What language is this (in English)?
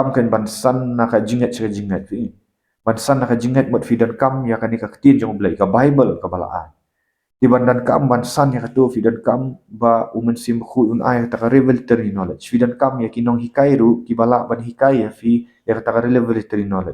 Khasi